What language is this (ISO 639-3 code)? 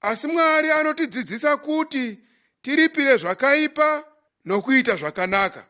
sna